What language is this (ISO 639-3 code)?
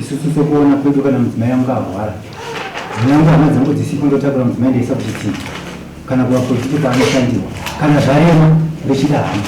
sna